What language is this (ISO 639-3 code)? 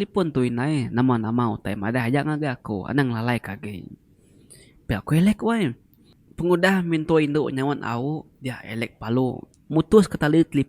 iba